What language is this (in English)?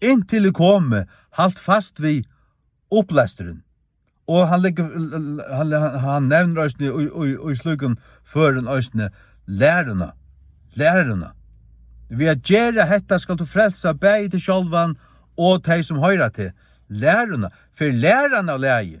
Faroese